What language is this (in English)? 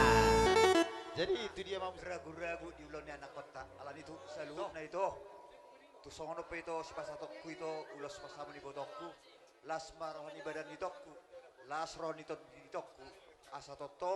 Batak Toba